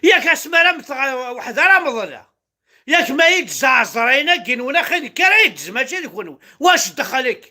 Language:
Kabyle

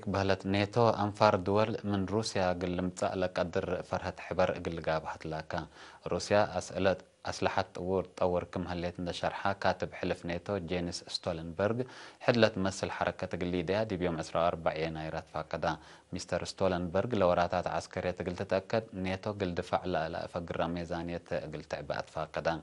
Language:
Tigre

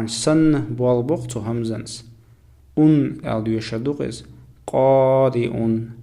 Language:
Chechen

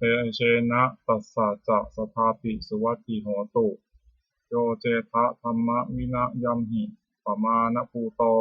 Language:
Pali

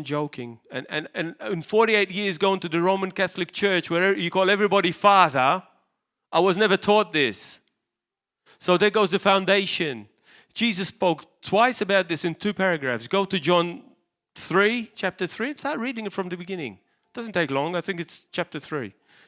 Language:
English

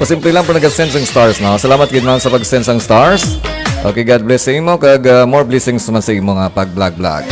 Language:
Hiligaynon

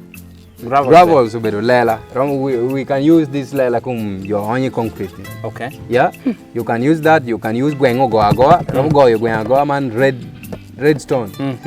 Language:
Lango (Uganda)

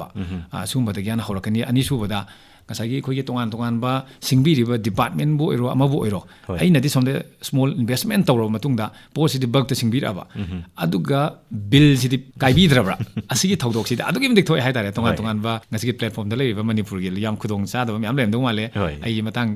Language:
Manipuri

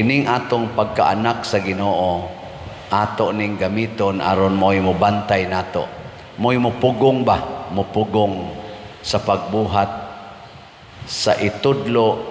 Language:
Cebuano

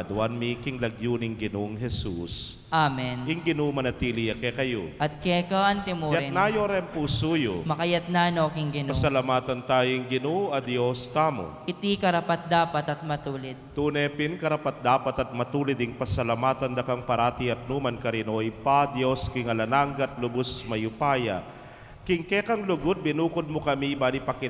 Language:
Pampanga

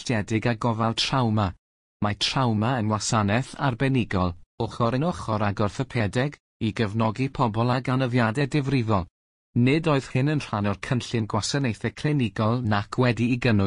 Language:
Welsh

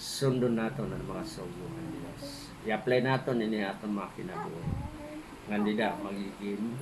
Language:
Waray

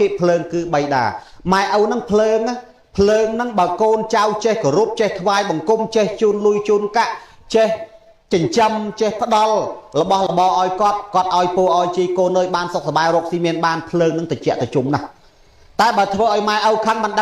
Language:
Khmer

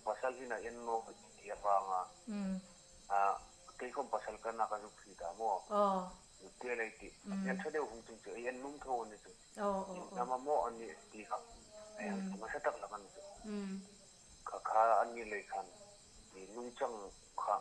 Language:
Hmar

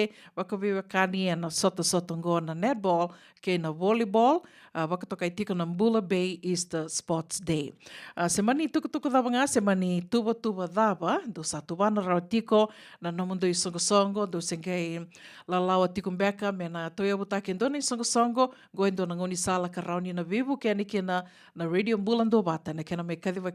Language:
Fijian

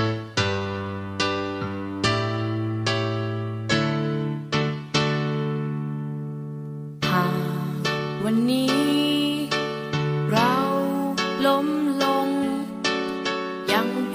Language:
Thai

